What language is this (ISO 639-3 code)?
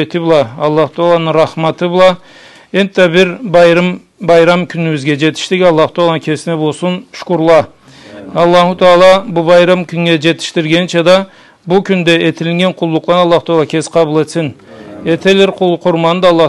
krc